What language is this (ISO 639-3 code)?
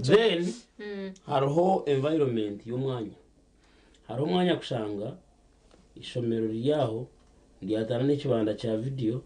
nyn